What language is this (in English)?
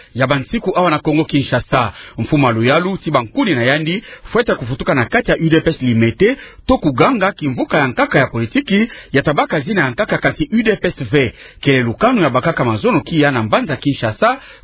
Kituba (Democratic Republic of Congo)